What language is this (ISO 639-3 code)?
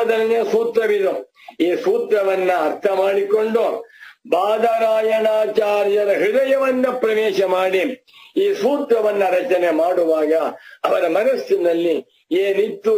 kan